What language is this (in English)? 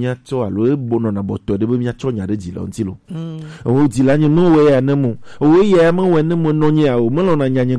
Gen